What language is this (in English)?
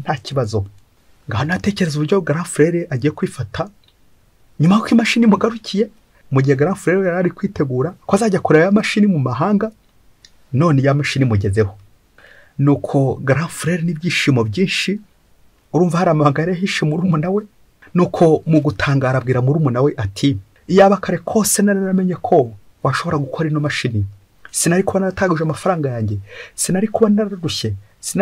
Kinyarwanda